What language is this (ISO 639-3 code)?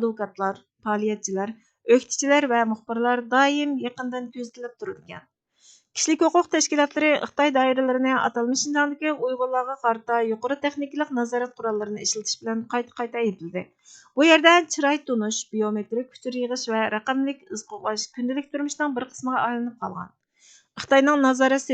uig